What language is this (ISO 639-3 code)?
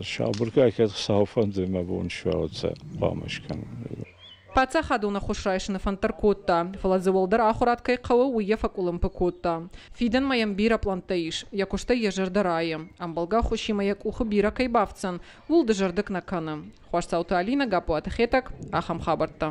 oss